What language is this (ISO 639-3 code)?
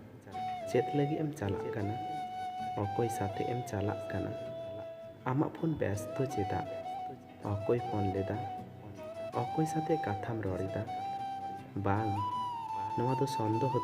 sat